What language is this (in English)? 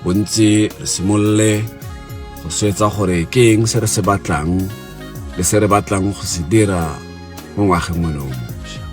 Tswana